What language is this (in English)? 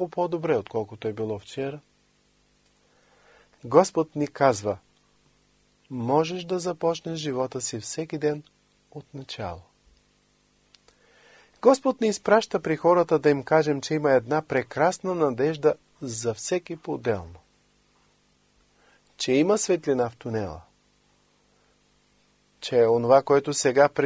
Bulgarian